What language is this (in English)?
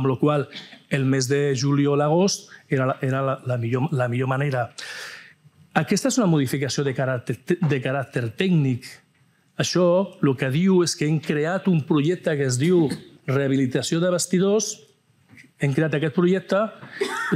Catalan